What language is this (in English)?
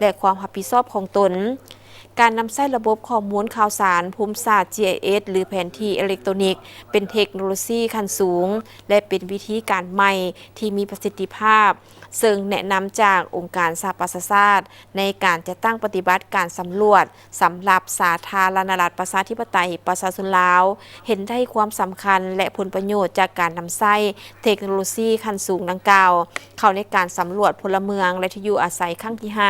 Lao